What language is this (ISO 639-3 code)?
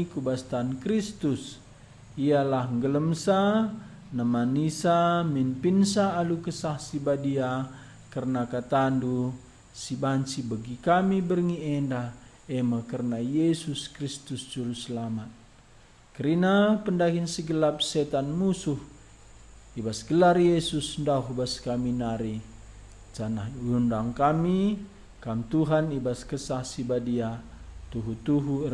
btx